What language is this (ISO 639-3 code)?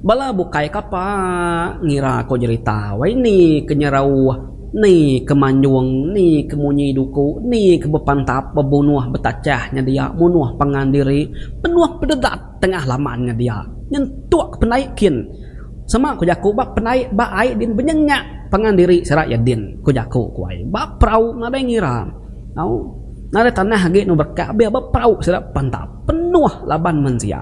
iba